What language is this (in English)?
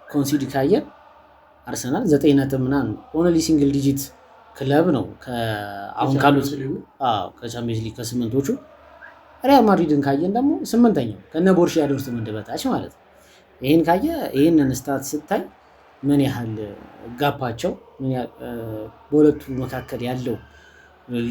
Amharic